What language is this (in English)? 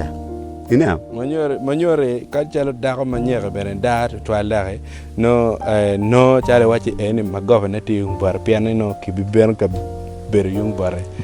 Acoli